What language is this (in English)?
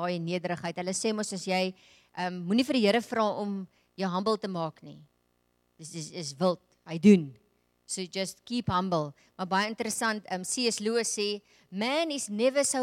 Afrikaans